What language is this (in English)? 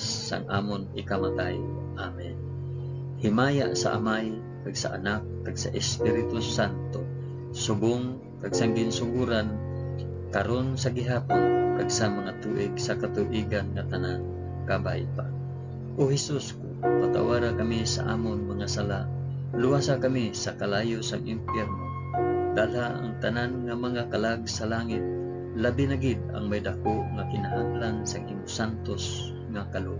Hiligaynon